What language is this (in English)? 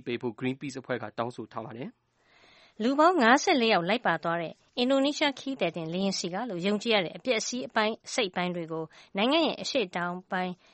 Burmese